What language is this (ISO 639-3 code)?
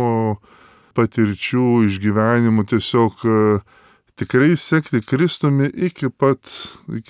lit